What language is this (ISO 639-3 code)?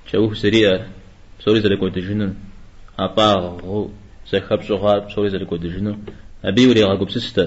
kbd